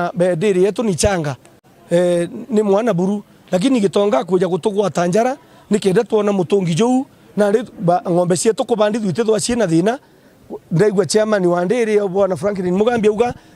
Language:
Meru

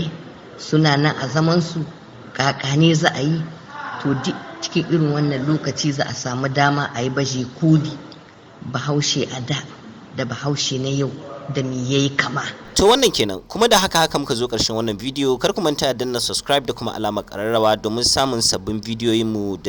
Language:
Hausa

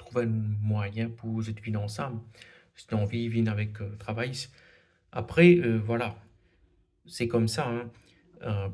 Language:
Morisyen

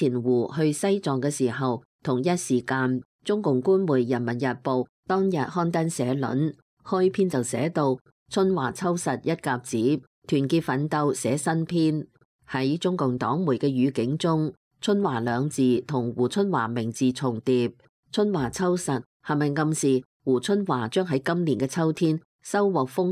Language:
Cantonese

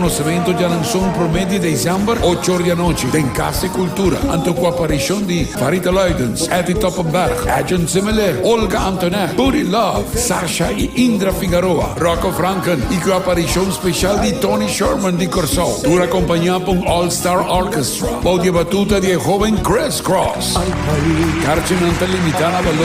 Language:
Papiamento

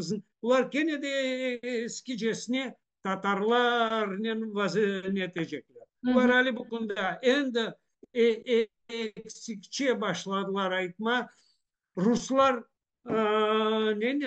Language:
Crimean Tatar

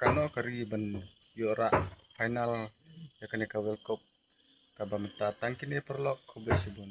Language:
Khasi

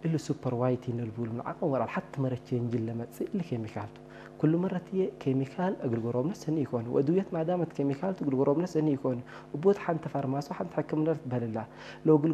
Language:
Tigre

